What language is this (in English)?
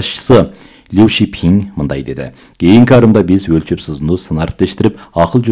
Kyrgyz